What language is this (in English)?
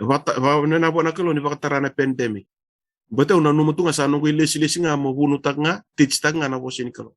Fijian